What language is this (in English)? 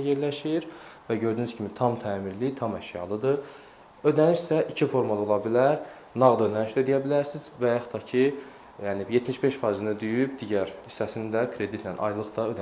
Azerbaijani